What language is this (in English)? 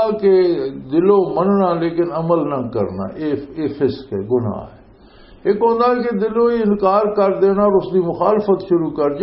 Western Panjabi